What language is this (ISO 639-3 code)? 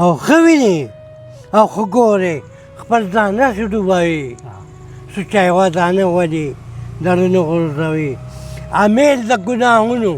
pus